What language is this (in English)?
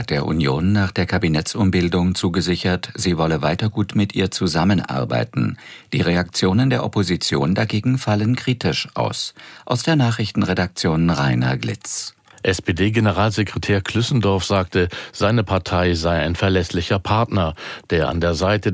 German